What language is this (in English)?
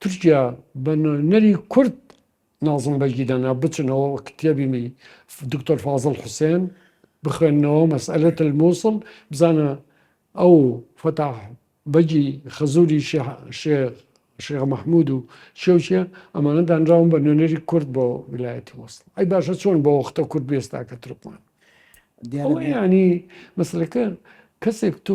Central Kurdish